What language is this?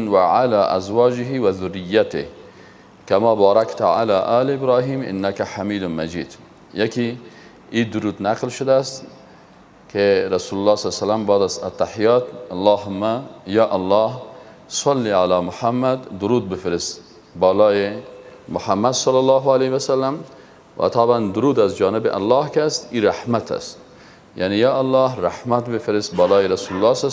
Persian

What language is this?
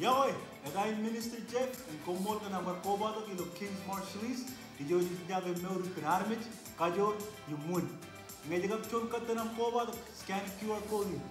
Marshallese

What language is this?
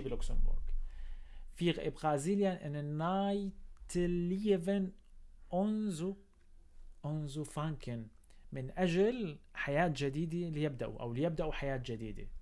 North Levantine Arabic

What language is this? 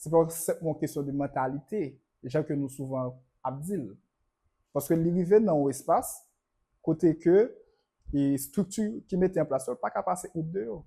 Haitian Creole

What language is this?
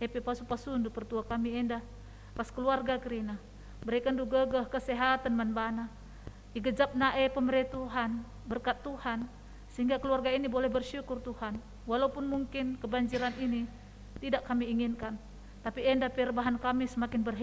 Batak Karo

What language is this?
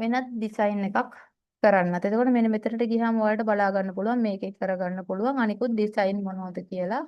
Sinhala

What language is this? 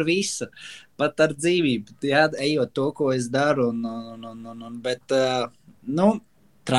Latvian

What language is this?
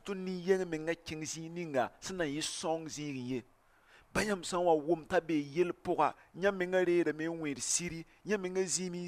Mossi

